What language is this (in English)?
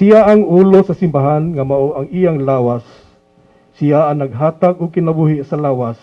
Cebuano